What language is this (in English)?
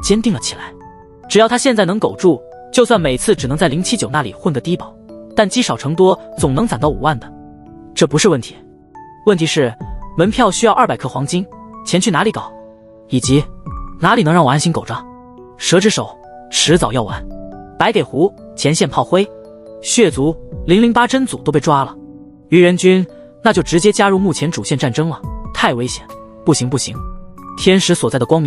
Chinese